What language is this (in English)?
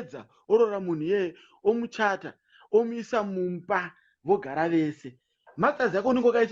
Shona